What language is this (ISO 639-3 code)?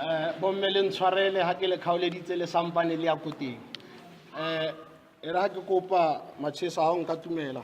sot